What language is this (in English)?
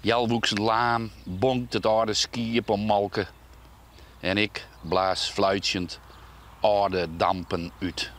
Western Frisian